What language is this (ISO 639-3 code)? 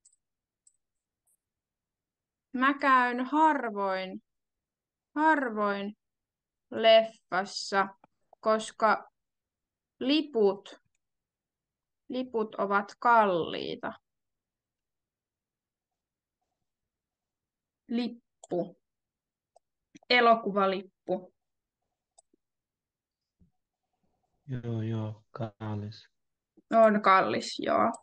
fin